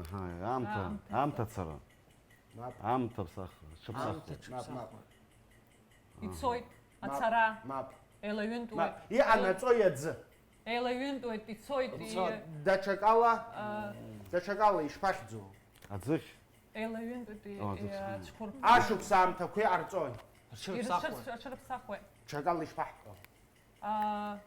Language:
Abkhazian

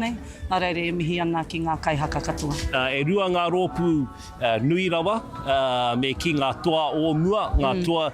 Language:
Māori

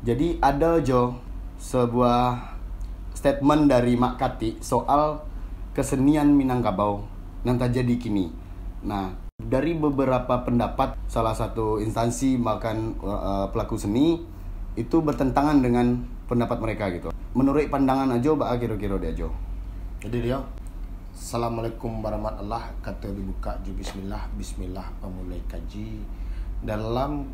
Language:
Minangkabau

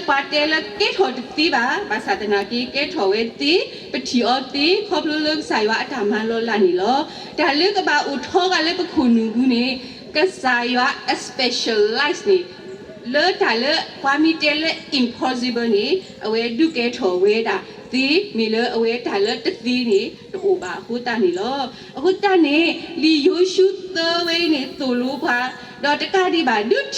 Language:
S'gaw Karen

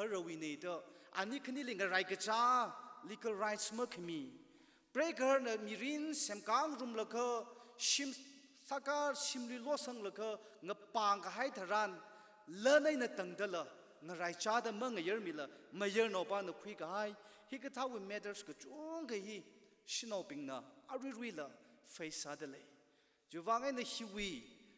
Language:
Tangkhul Naga (India)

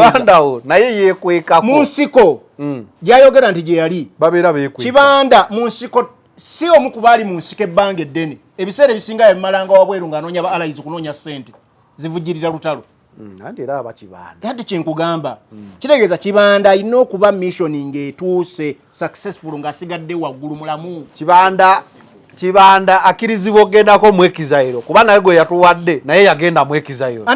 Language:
Ganda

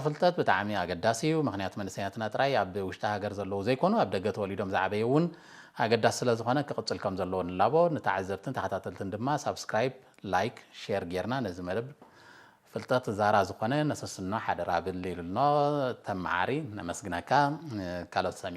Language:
Tigrinya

